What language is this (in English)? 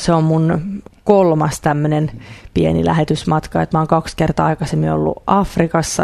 Finnish